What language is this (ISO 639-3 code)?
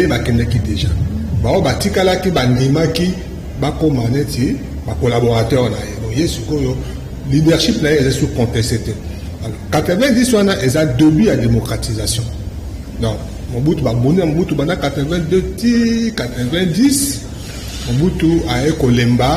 lin